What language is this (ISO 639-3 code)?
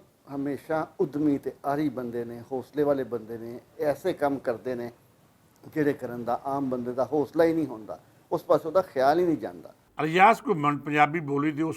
lah